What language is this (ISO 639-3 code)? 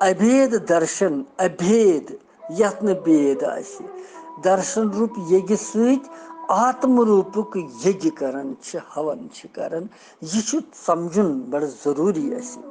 kas